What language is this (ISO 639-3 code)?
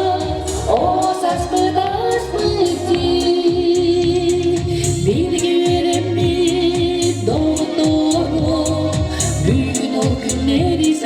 sah